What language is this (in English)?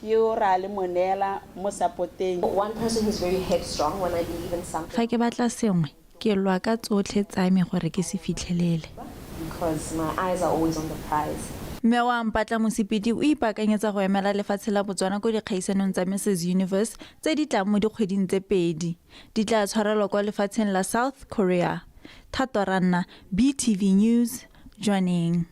Tswana